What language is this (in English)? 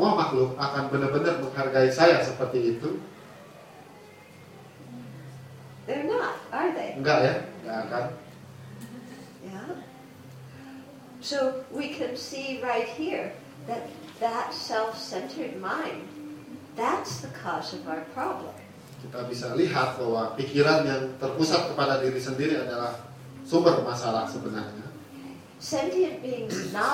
Indonesian